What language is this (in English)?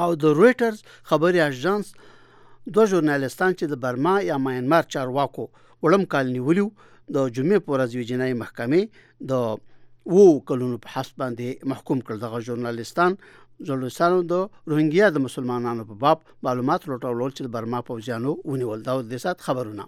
Pashto